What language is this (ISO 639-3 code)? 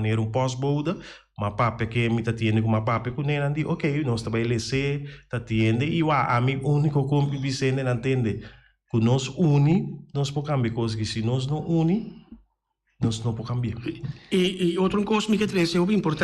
pap